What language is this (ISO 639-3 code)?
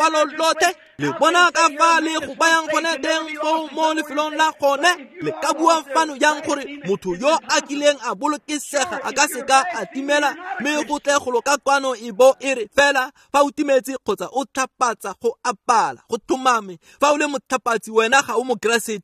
tsn